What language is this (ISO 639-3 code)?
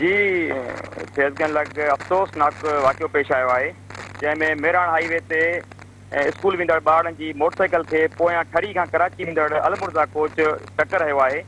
snd